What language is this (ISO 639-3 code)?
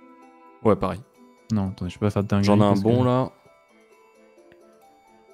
fra